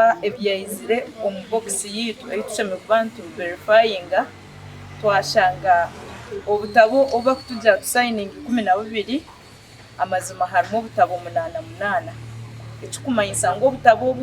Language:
Nyankole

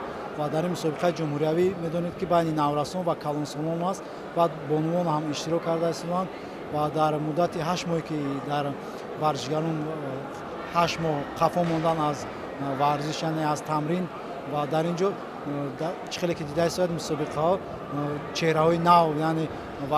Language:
Tajik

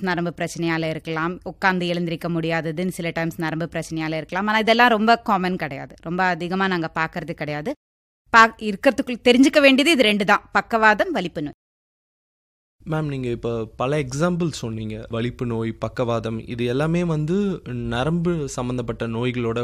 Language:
Tamil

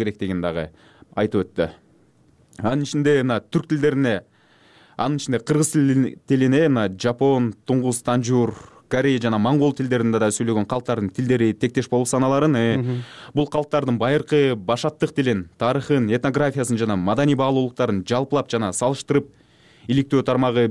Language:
Kyrgyz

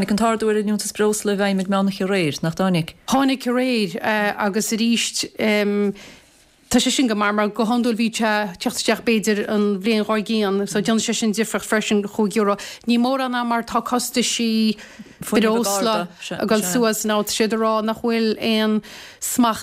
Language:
Irish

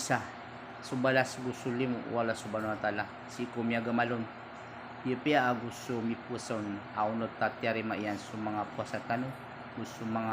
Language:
Maranao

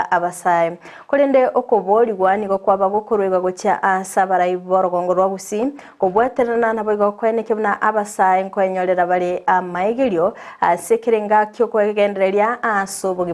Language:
Gusii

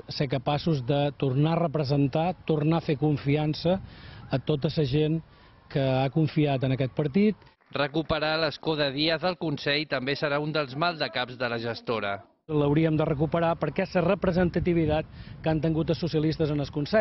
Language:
Catalan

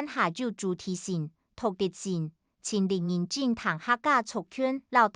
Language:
Hakka Chinese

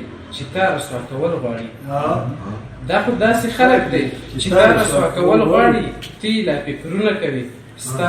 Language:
Pashto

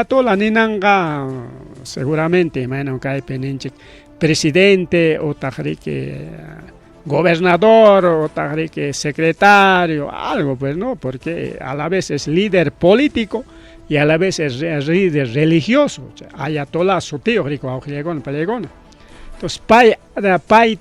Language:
Ayacucho Quechua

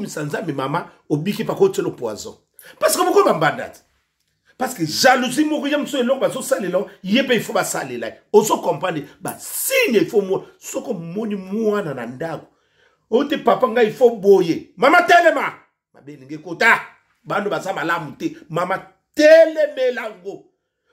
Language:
Lingala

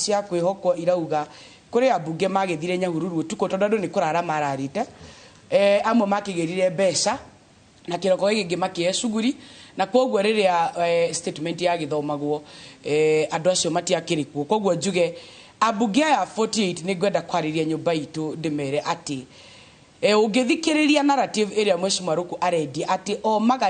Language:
Kikuyu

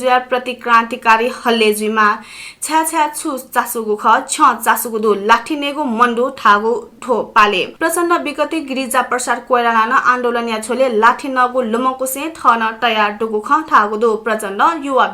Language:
Newari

